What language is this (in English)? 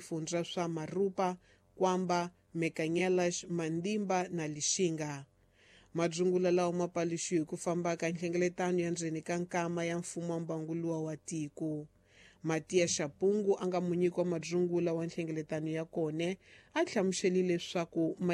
Tsonga